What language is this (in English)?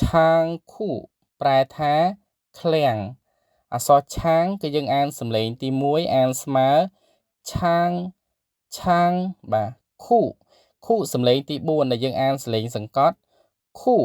Khmer